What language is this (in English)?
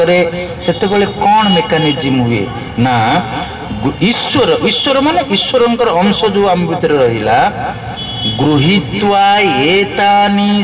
Odia